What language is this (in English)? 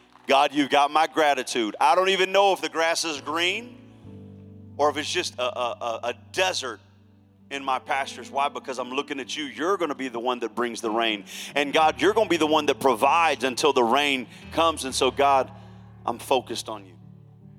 English